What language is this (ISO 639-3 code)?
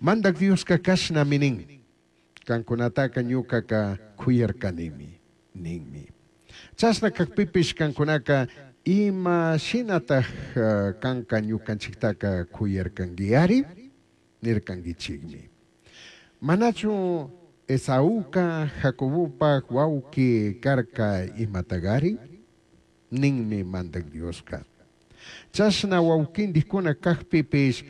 qug